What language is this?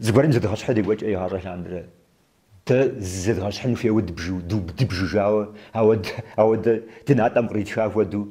Kabardian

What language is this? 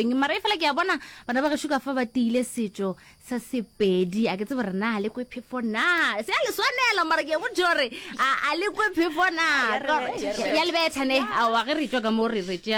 Northern Sotho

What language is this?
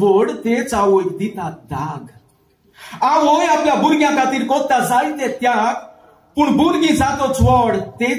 Konkani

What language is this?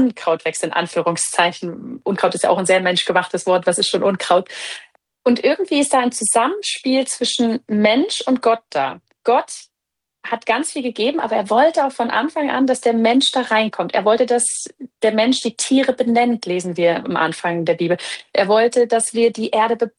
German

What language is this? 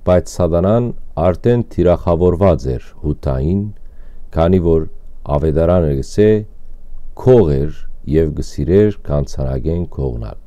Western Armenian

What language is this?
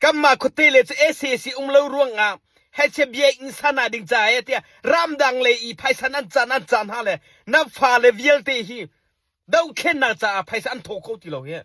Hakha Chin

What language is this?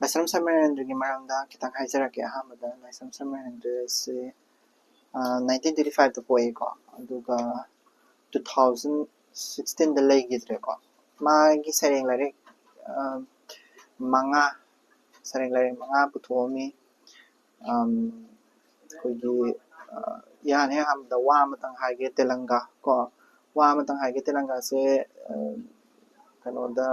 Manipuri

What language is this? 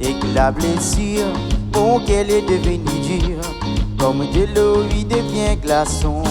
Réunion Creole French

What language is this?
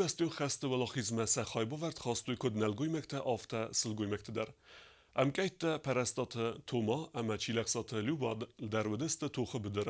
Ossetic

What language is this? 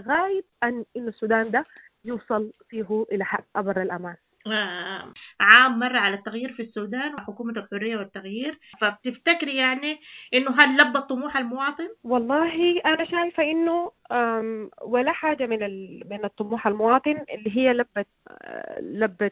Sudanese Arabic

